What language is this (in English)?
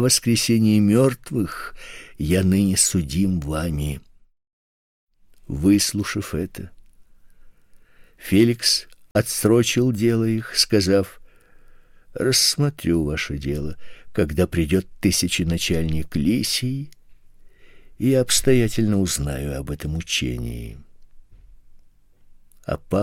Russian